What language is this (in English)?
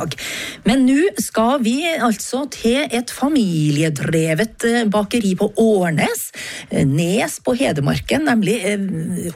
Norwegian